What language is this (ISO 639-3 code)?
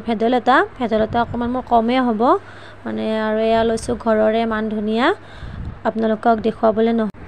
asm